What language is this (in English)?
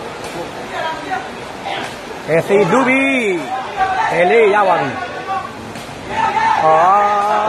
Burmese